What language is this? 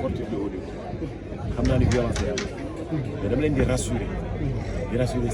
Wolof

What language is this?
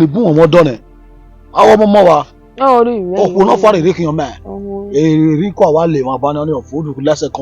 Bini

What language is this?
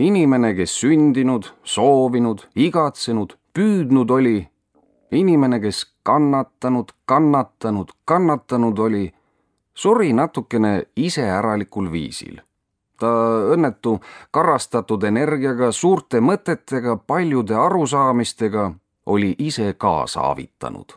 Estonian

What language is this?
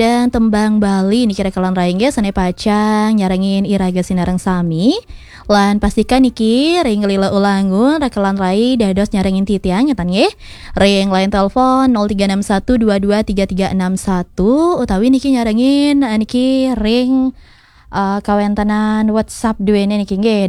Balinese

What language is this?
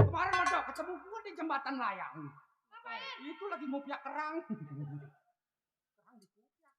Betawi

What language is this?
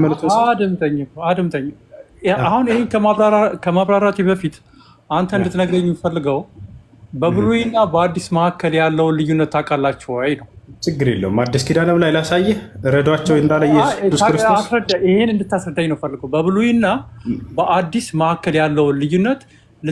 Amharic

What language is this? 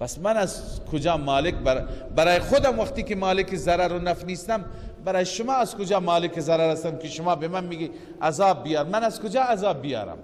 Persian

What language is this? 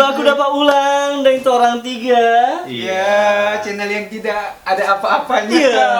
Manado Malay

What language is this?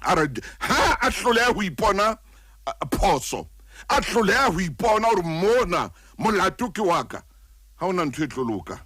Southern Sotho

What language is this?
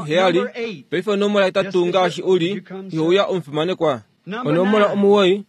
Kuanyama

